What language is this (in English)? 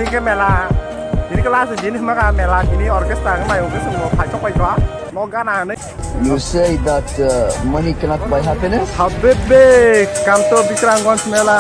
Kok Borok